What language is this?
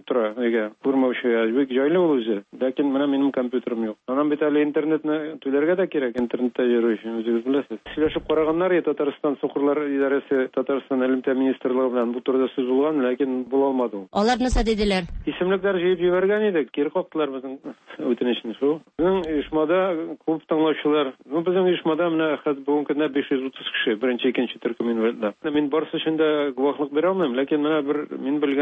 Tatar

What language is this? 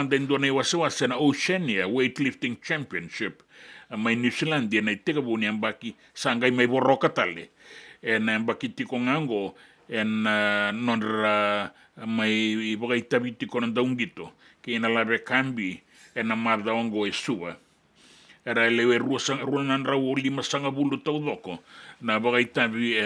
Fijian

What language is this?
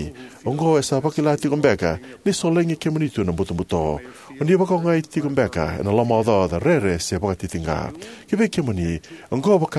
Fijian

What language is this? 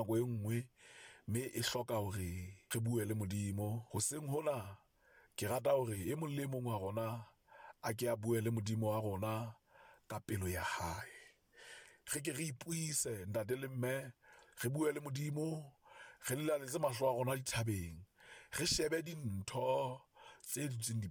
Southern Sotho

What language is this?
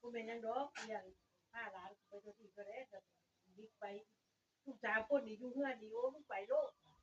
Northeastern Thai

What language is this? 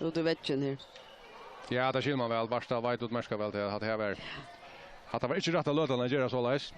Faroese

